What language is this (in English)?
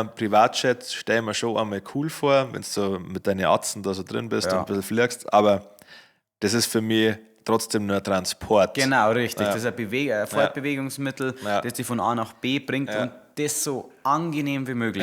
Bavarian